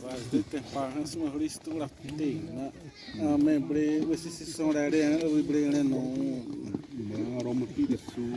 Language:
Xavánte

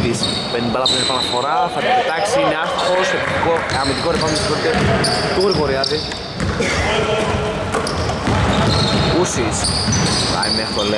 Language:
Greek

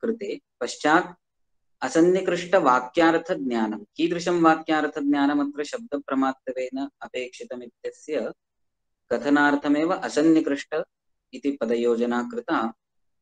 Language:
Sanskrit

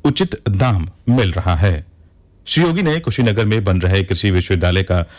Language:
Hindi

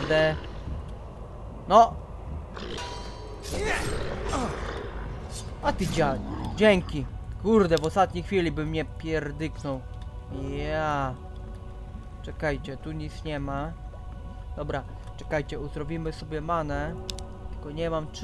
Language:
Polish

